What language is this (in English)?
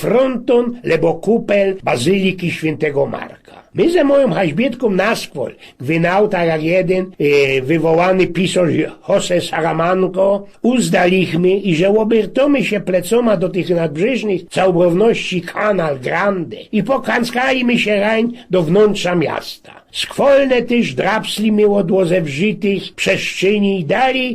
Silesian